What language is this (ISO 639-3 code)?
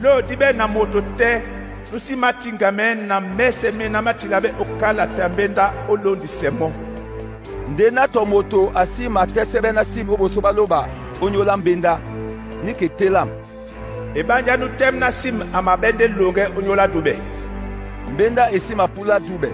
dua